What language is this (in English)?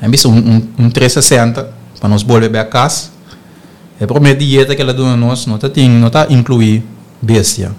Papiamento